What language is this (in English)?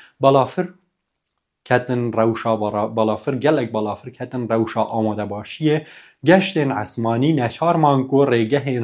Kurdish